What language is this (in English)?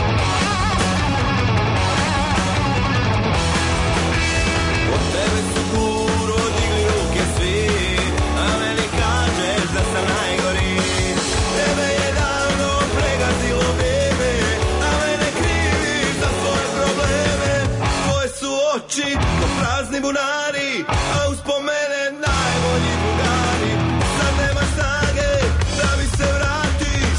Serbian